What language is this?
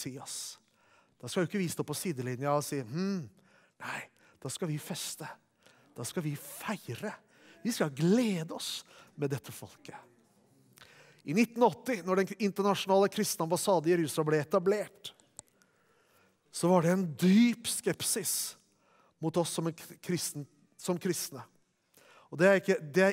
Norwegian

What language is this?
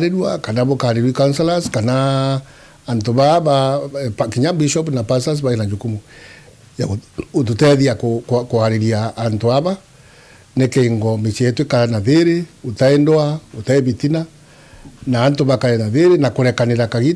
Meru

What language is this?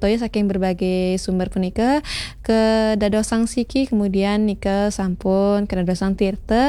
Balinese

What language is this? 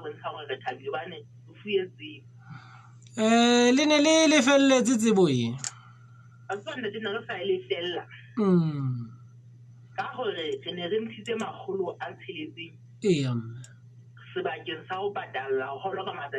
Southern Sotho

